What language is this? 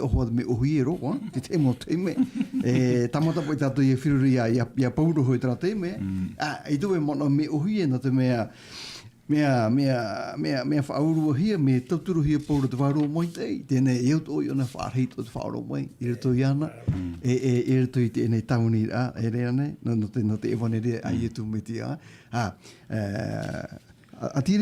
Tahitian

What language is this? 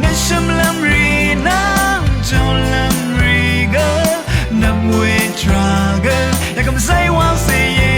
Rawang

